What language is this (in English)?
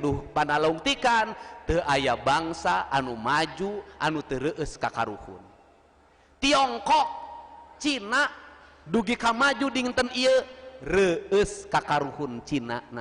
Sundanese